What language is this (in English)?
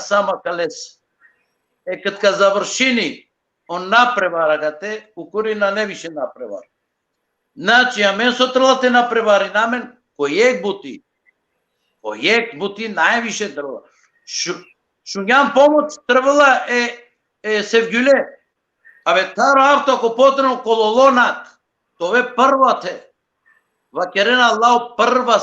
Balkan Romani